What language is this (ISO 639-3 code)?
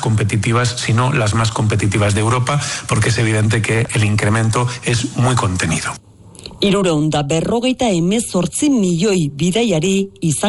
eus